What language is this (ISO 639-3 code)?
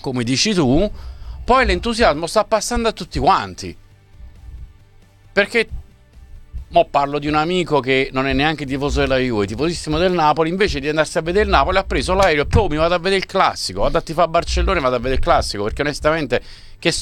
ita